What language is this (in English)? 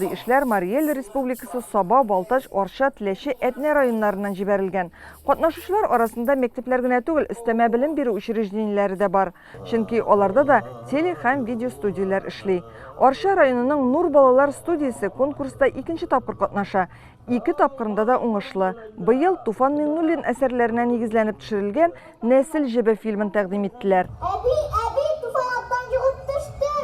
Tatar